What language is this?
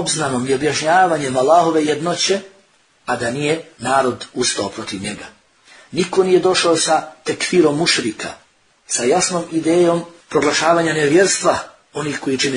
Bosnian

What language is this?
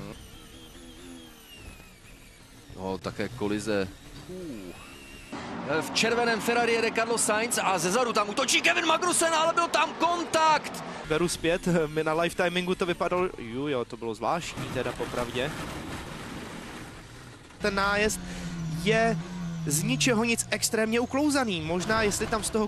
Czech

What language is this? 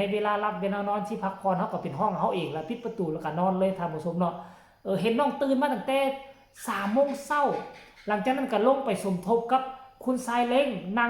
Lao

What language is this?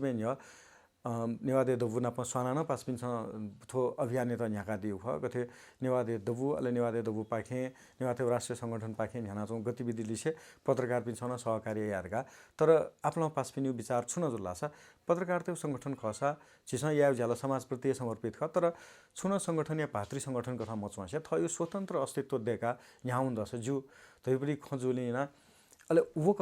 Newari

